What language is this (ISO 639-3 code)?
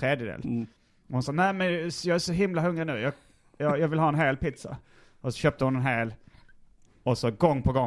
swe